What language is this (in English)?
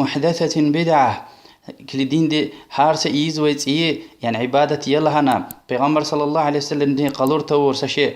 Lezghian